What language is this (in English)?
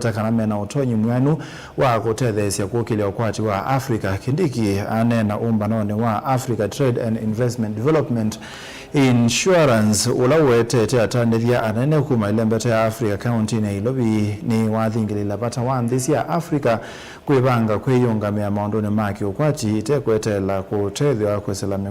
Kamba